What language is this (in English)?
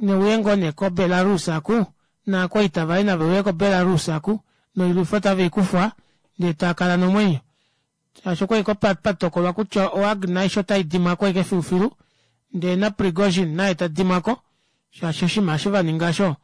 Kuanyama